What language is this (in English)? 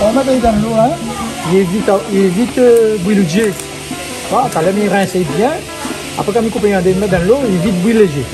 Réunion Creole French